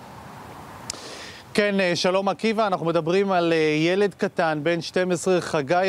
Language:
Hebrew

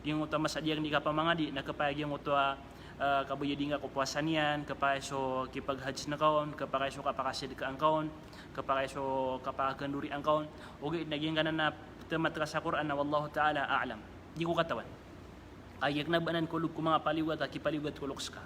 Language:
Maranao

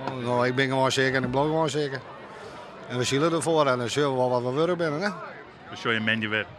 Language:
Western Frisian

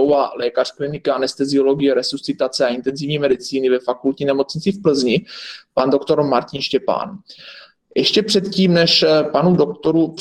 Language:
Czech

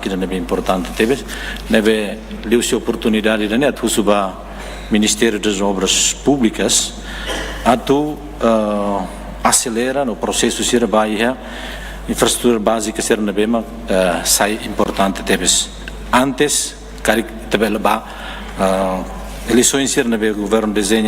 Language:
Tetum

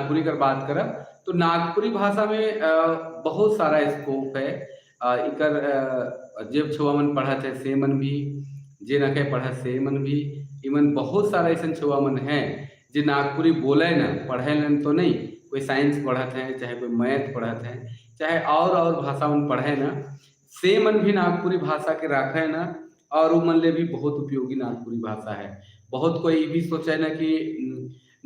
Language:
Sadri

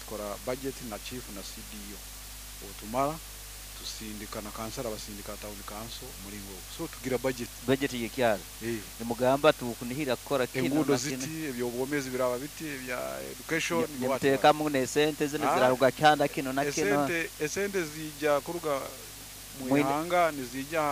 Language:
Nyoro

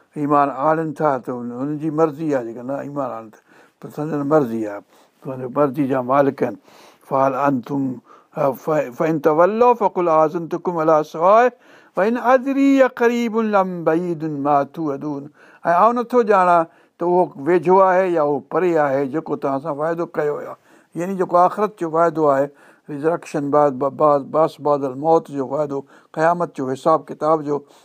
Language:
Sindhi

